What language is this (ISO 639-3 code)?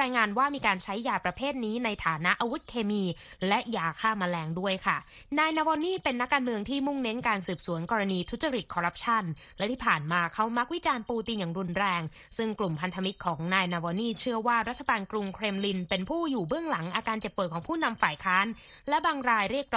tha